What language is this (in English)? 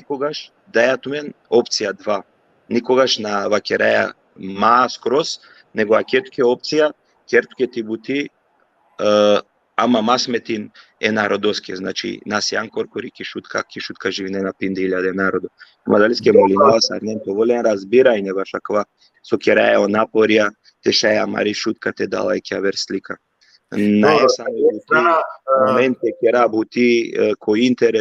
Balkan Romani